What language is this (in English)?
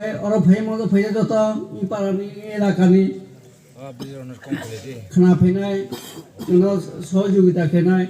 Kok Borok